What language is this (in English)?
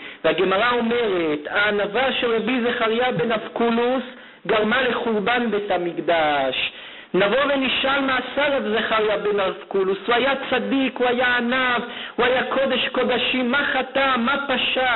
Hebrew